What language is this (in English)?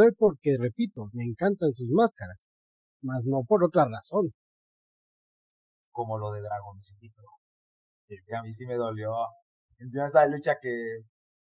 Spanish